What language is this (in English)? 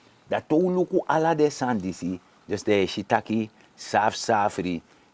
Sranan Tongo